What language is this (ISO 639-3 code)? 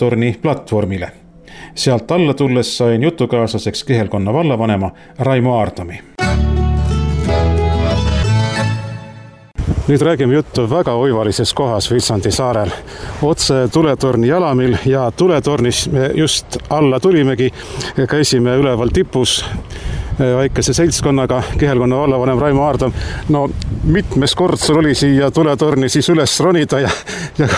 est